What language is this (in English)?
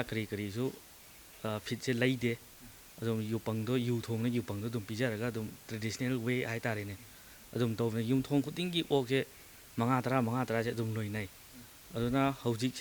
Manipuri